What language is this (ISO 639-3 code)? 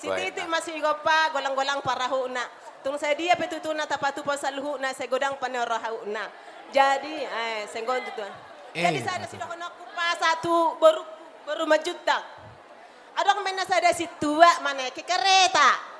bbc